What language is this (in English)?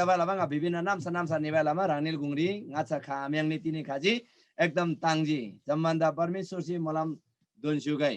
Eastern Tamang